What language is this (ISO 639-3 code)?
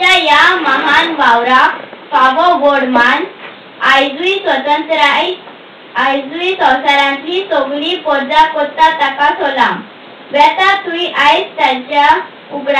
kok